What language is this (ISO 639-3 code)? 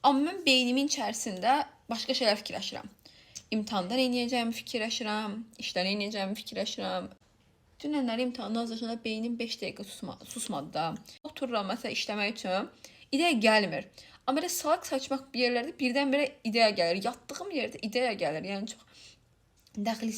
aze